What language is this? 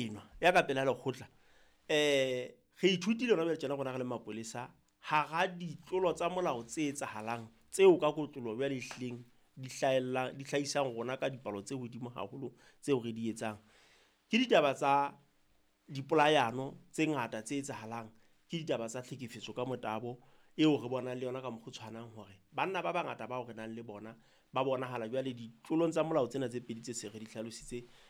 Southern Sotho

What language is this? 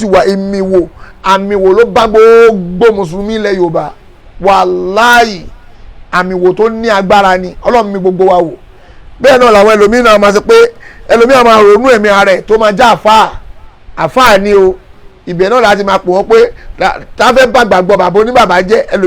Yoruba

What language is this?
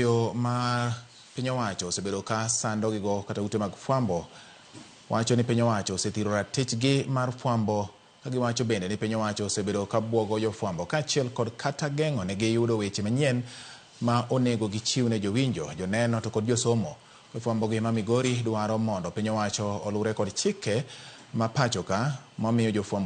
Luo (Kenya and Tanzania)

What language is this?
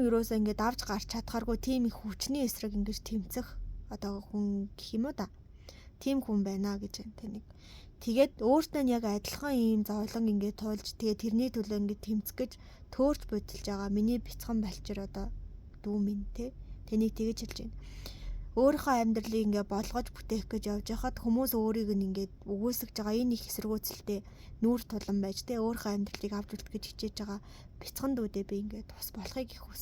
Mongolian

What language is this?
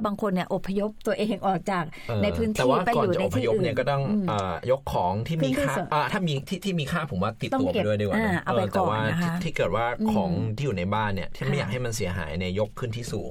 Thai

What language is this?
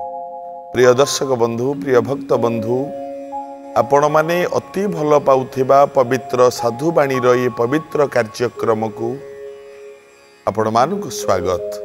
Odia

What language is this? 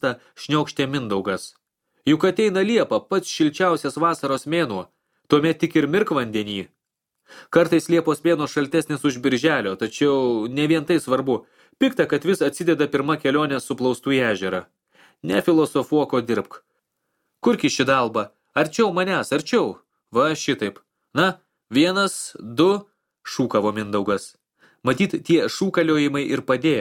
Lithuanian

